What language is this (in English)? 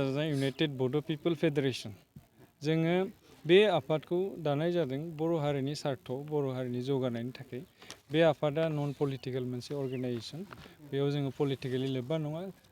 Bodo